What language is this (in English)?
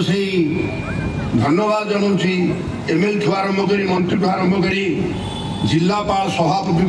Odia